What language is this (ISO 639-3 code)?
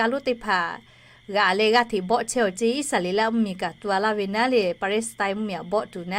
lhu